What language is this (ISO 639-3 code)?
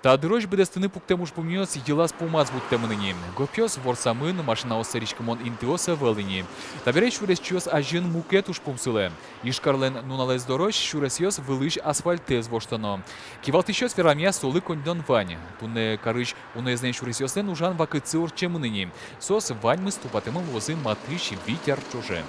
udm